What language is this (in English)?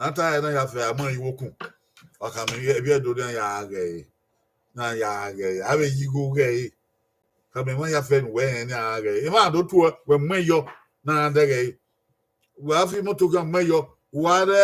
Bini